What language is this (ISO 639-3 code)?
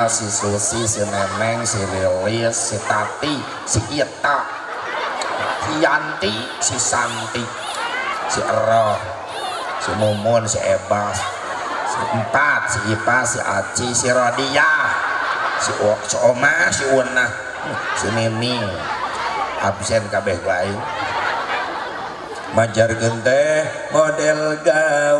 sun